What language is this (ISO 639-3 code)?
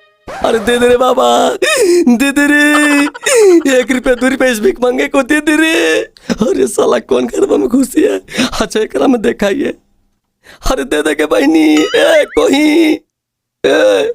mag